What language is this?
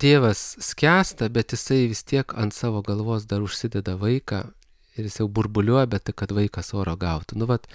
Lithuanian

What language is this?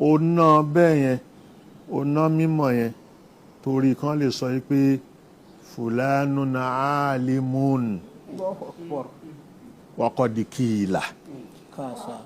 Yoruba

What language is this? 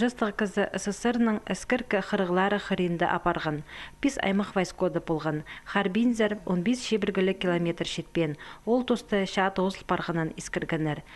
Khakas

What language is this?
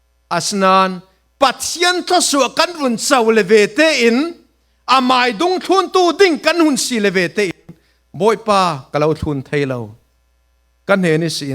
Falam Chin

